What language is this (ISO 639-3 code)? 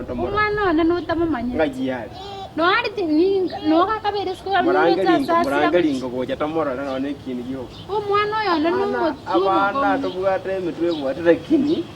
guz